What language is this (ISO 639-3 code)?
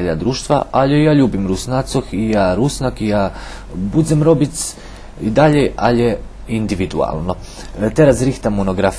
rue